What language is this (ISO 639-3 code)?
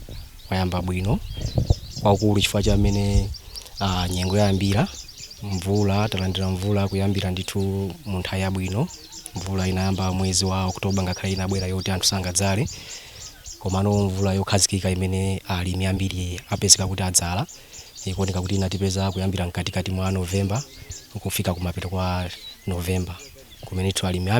nya